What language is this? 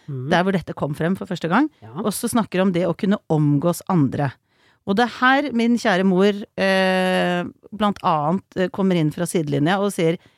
Norwegian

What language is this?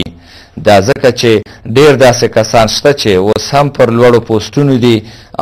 Pashto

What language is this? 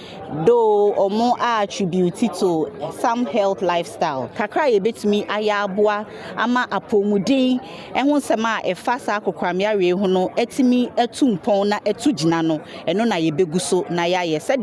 Akan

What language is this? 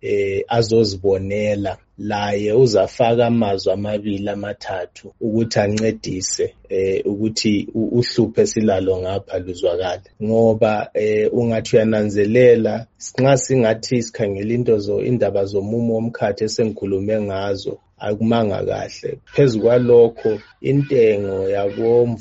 North Ndebele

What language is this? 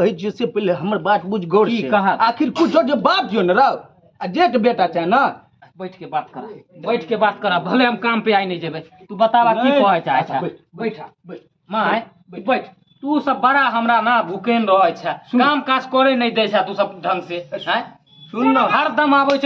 Maithili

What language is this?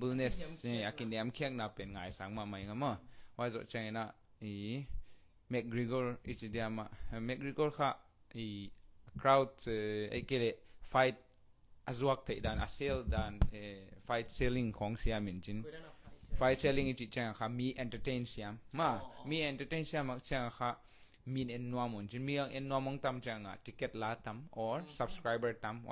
Tedim Chin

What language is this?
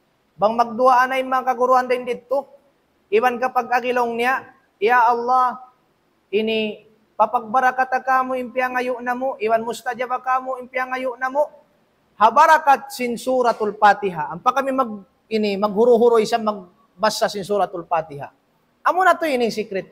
Tausug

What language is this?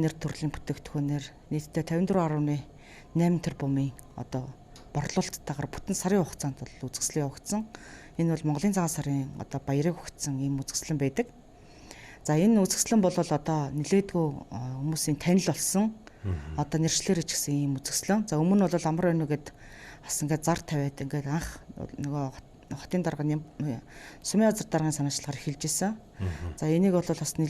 Mongolian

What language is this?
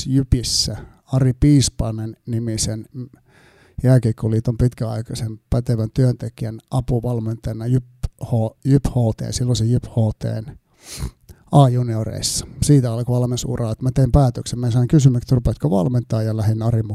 Finnish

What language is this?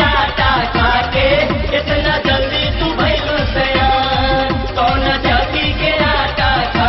Bhojpuri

